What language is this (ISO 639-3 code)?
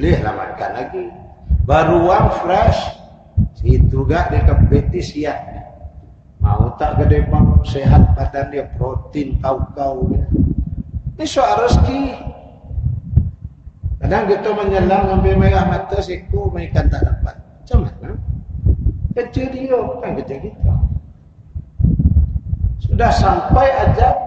msa